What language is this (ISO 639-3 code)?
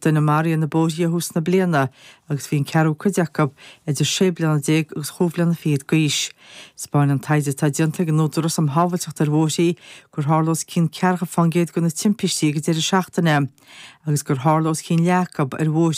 gle